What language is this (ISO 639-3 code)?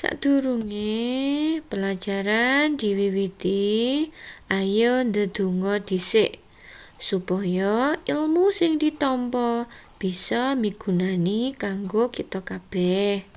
jav